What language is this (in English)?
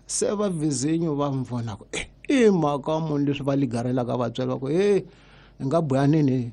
Tsonga